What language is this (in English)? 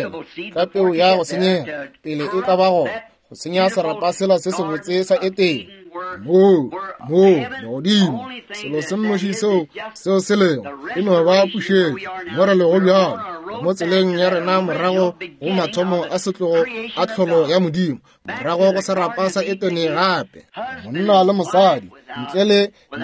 Northern Sotho